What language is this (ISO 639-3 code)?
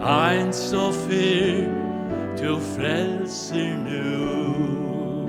fao